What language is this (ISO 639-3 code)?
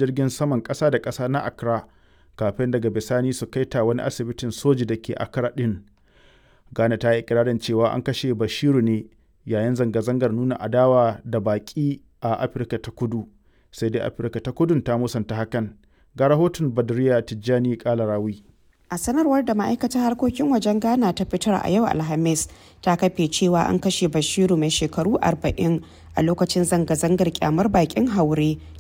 hau